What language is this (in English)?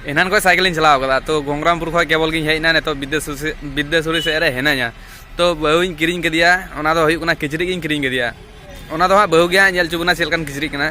Santali